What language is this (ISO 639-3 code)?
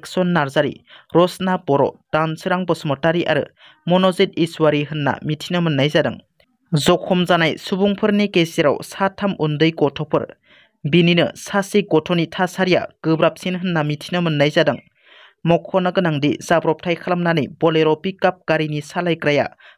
brx